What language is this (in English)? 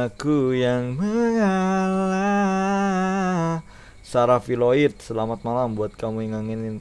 Banjar